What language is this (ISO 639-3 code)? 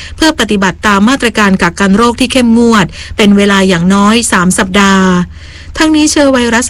tha